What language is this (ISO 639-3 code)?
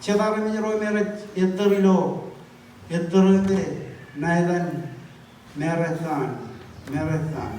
mah